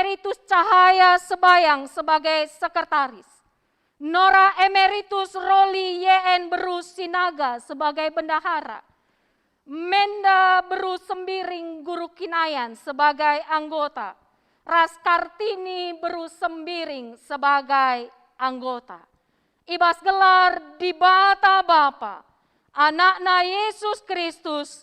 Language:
Batak Karo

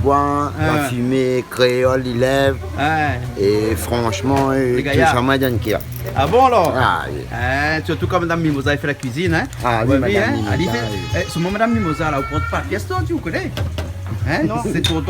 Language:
Réunion Creole French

